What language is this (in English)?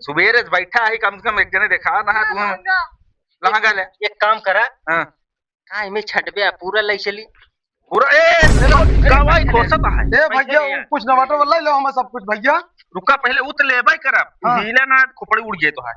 Awadhi